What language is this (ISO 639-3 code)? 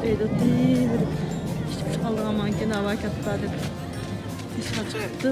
uig